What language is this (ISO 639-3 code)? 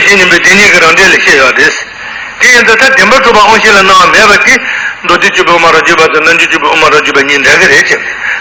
bod